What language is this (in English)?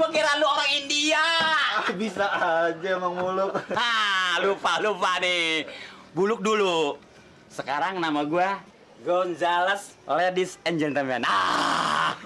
Betawi